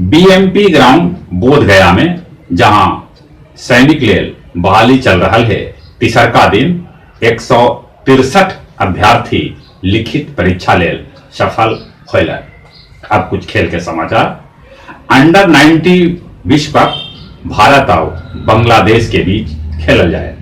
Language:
Magahi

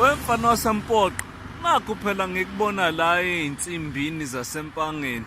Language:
Zulu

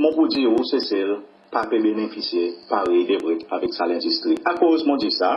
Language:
Seselwa Creole French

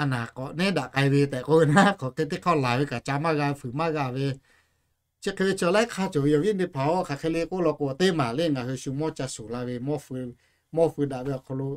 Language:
Lahu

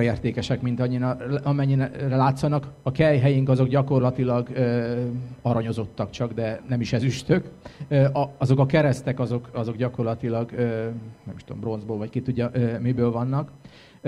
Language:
Hungarian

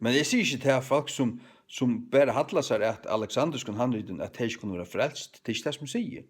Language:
Faroese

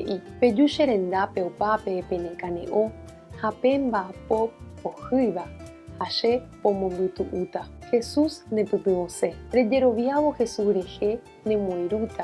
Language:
Guarani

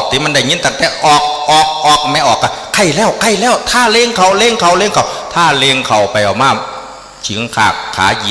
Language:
Northeastern Thai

